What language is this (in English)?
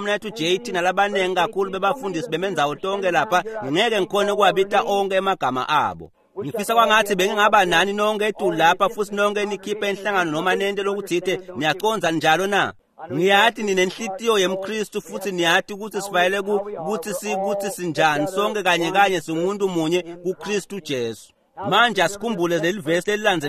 Swati